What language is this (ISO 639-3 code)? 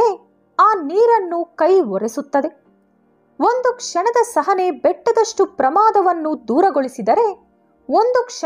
kan